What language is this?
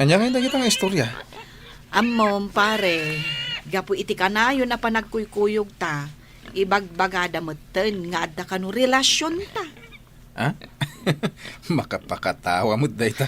Iloko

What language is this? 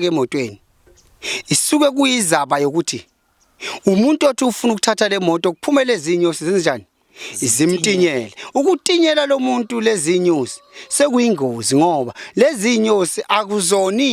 Zulu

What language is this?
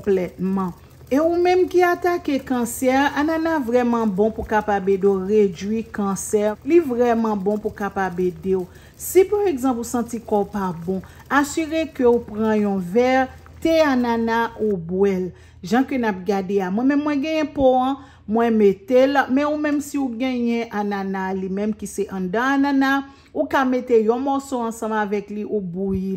Haitian Creole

